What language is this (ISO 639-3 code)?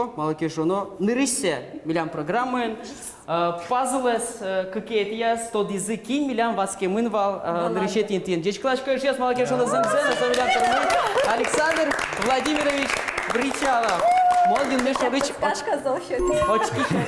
udm